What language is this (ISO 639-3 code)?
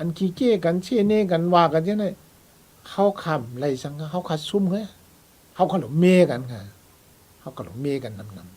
shn